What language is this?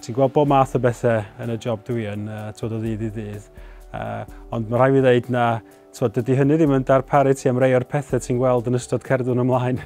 Welsh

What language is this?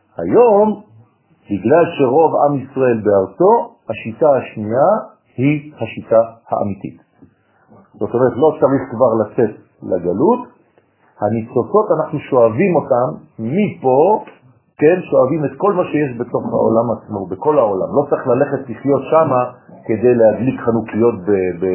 Hebrew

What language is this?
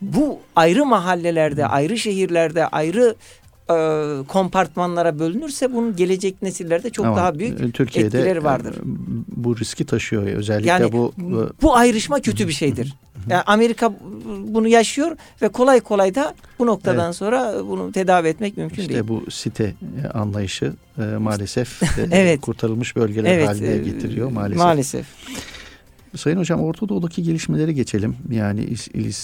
Turkish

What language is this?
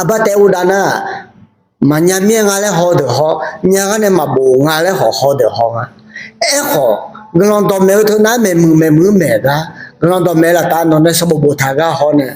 Akha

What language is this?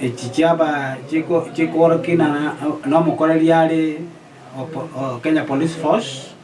Gusii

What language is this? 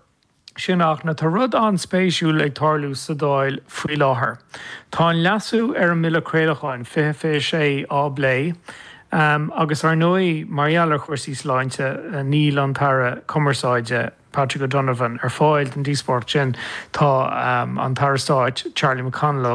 Irish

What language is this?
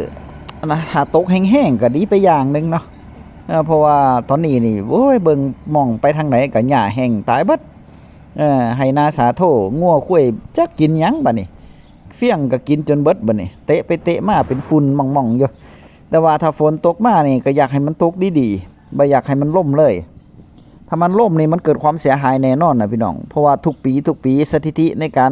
Northeastern Thai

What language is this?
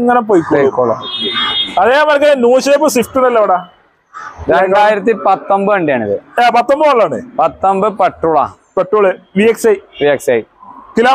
Malayalam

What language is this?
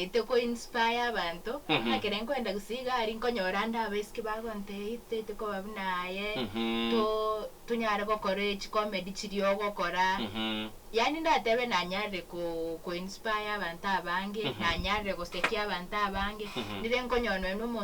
Gusii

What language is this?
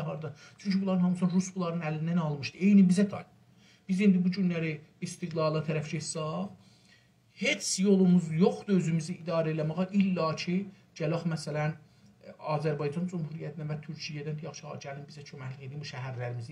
South Azerbaijani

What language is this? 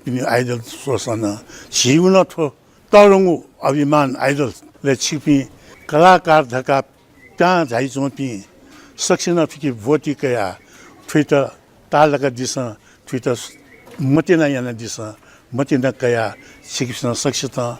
Newari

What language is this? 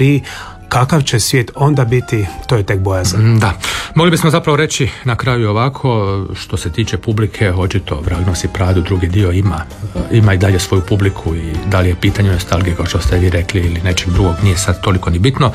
Croatian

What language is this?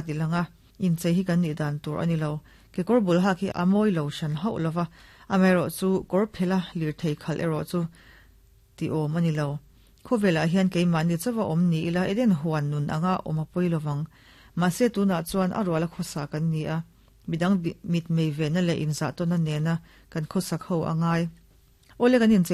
Mizo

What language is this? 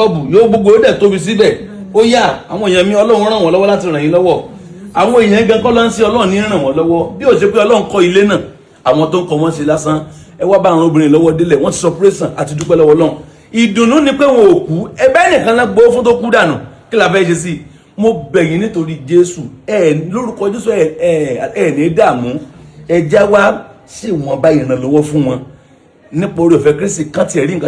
Yoruba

